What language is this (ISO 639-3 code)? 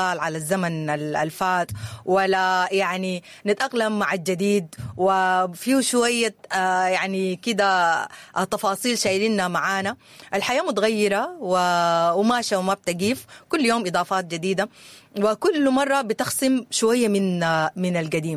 apd